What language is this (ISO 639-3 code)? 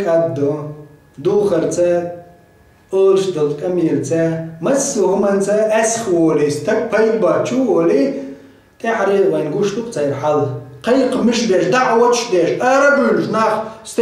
che